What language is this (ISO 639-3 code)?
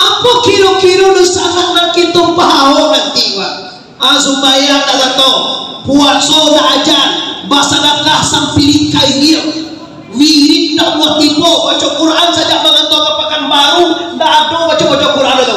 min